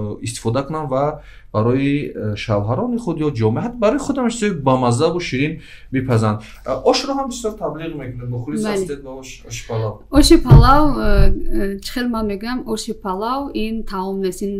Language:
Tajik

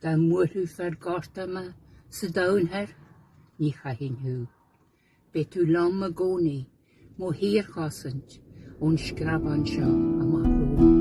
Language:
Irish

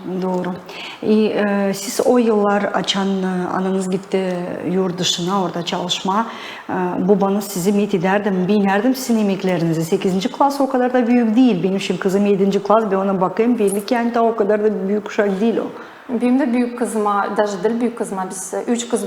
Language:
Gagauz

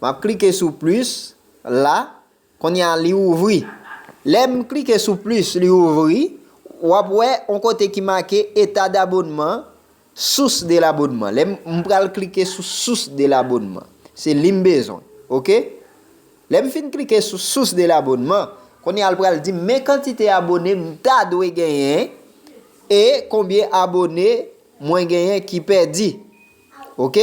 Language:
Haitian Creole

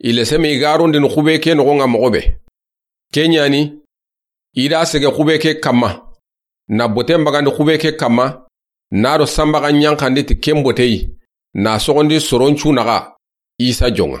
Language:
Soninke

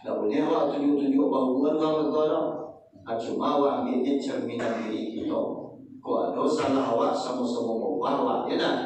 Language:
Minangkabau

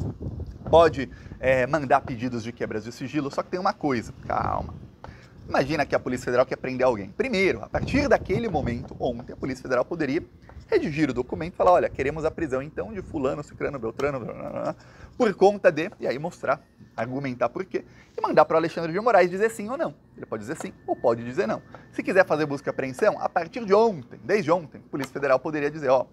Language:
Portuguese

